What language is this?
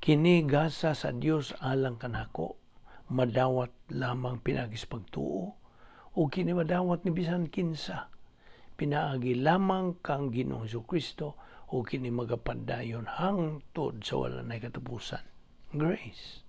Cebuano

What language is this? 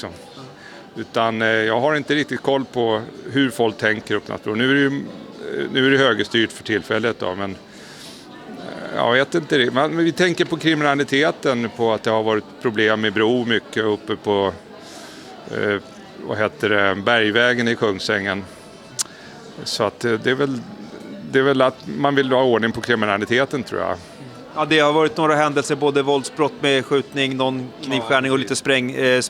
Swedish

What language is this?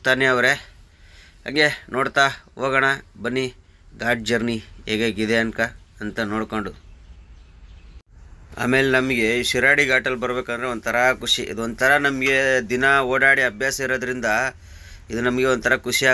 Kannada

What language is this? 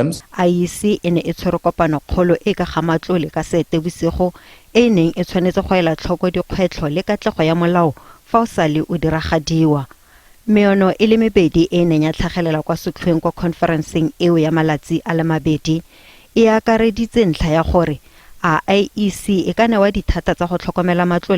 Tswana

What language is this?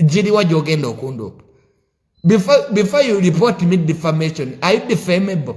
Ganda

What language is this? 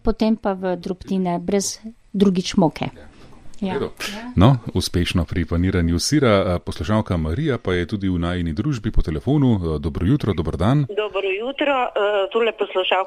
Slovenian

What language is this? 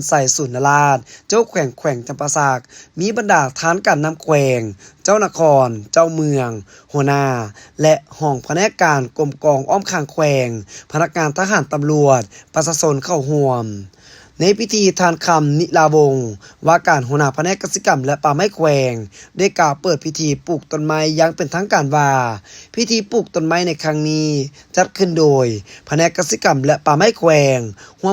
Lao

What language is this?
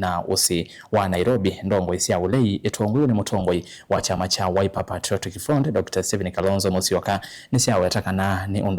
Kamba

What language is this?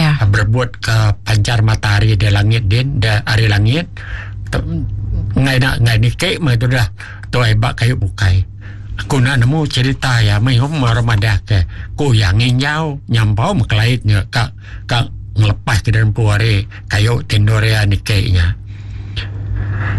Iban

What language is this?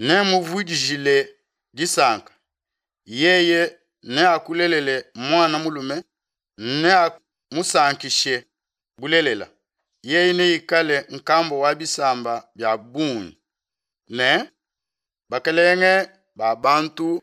Luba-Lulua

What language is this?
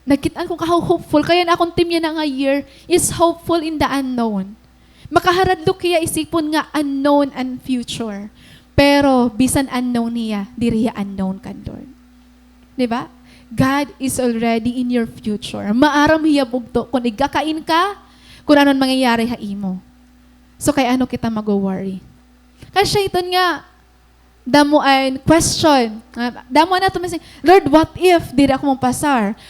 Waray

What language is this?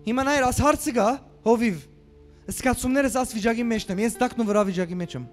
Western Armenian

